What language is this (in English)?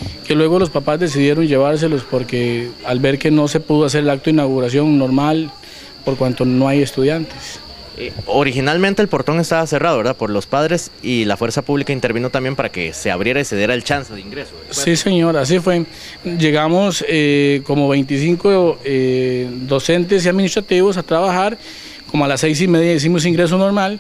Spanish